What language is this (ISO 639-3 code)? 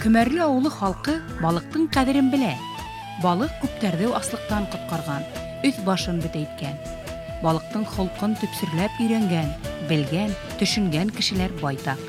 bak